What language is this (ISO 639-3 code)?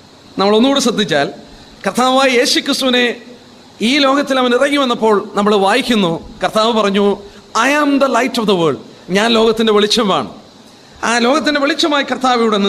mal